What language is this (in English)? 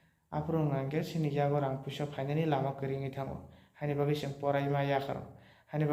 Kok Borok